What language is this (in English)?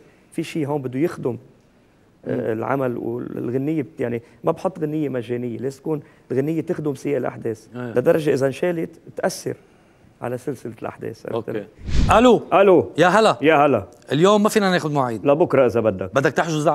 North Levantine Arabic